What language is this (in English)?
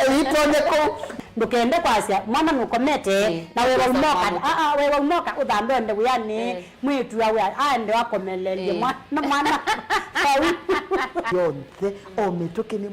Kamba